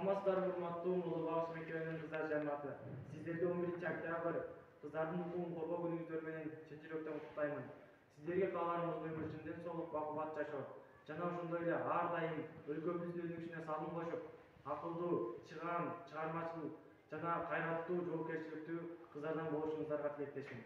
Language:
Kyrgyz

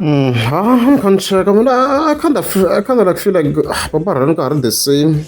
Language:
Tsonga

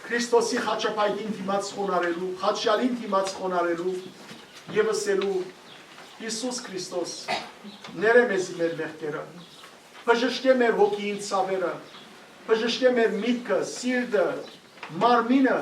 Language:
Western Armenian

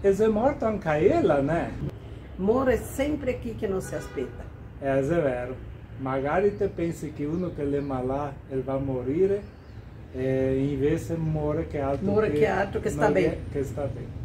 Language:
Venetian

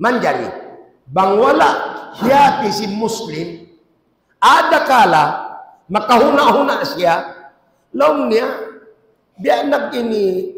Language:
Tausug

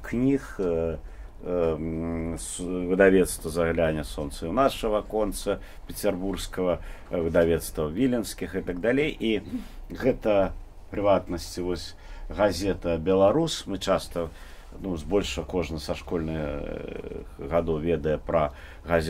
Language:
Belarusian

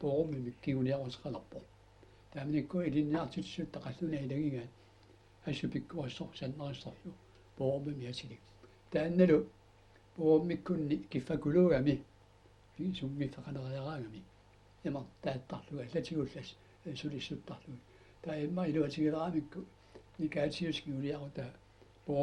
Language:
Kalaallisut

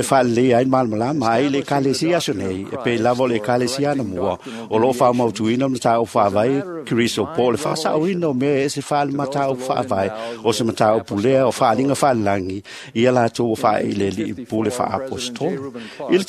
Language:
Samoan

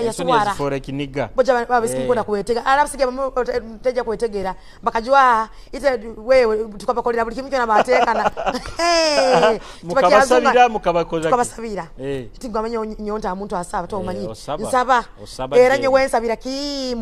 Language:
Nyoro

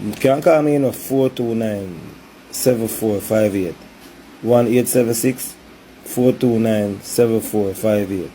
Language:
Jamaican Creole English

